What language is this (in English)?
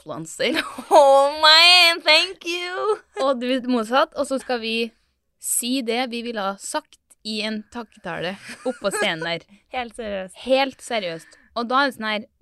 Norwegian